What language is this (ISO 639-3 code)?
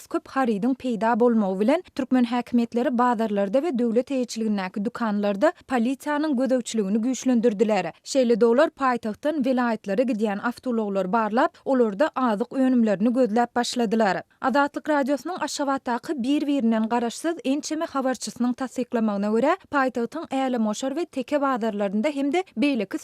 tuk